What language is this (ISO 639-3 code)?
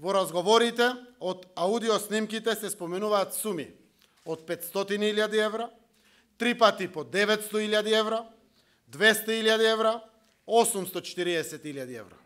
mkd